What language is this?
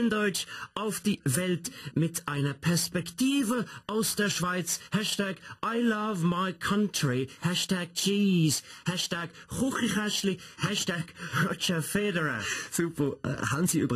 Swiss German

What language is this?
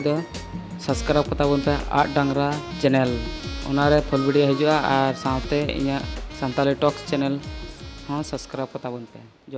Santali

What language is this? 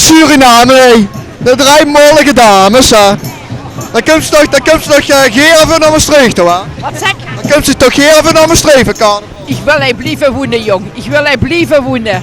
Limburgish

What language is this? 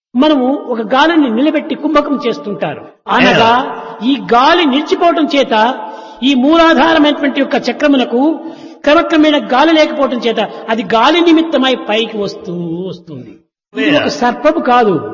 Telugu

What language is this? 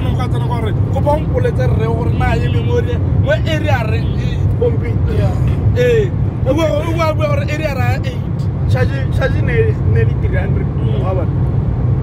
Tswana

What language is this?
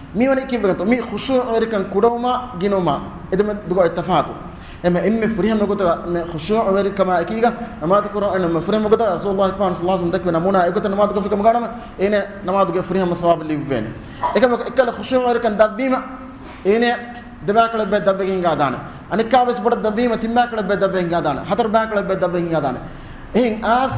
Divehi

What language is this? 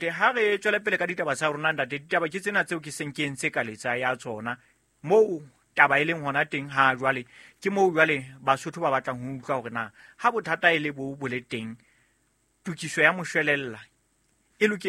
Southern Sotho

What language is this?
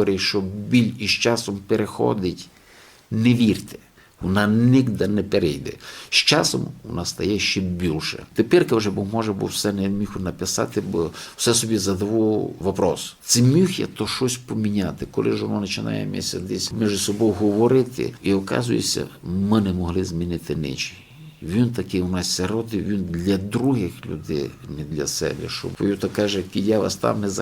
Rusyn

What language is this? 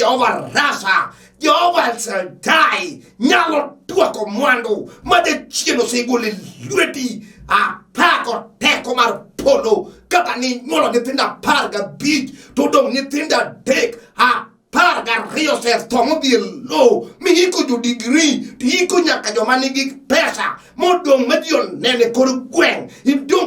Luo (Kenya and Tanzania)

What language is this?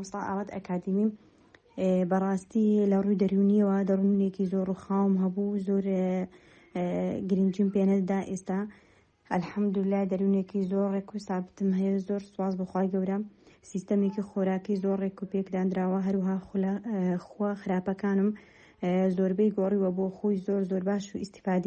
Central Kurdish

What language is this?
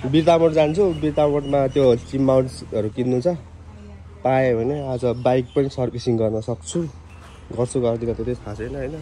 Nepali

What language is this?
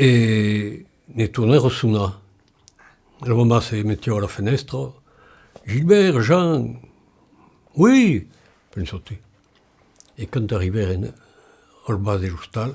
Occitan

